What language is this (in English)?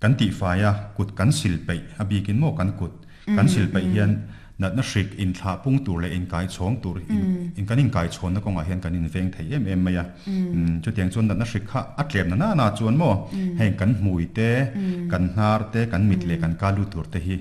Mizo